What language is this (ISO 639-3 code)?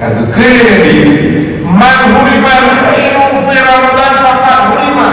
ace